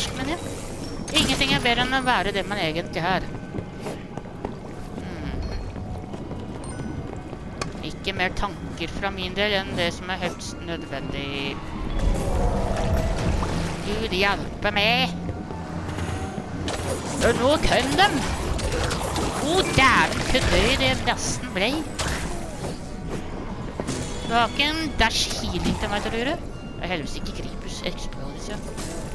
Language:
Norwegian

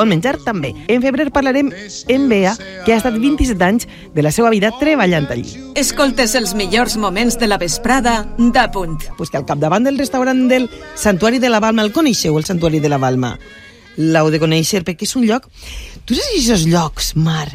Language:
Catalan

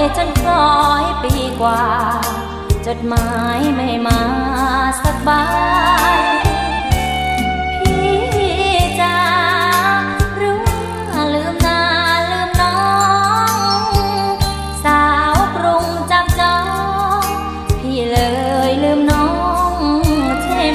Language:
Thai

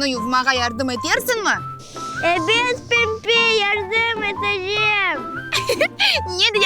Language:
Crimean Tatar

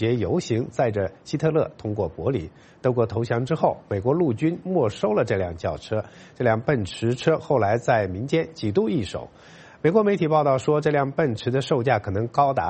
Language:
Chinese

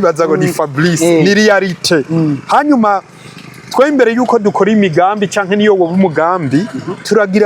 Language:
Rundi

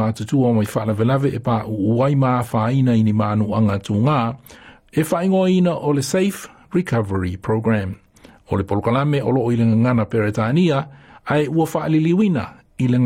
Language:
Samoan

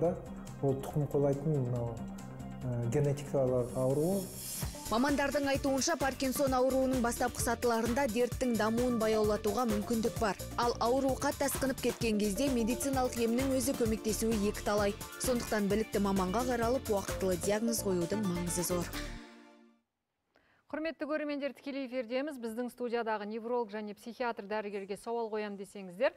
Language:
Kazakh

